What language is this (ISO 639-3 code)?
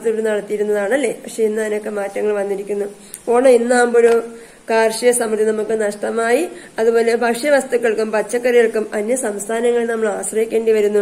mal